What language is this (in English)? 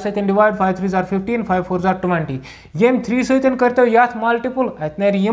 Kashmiri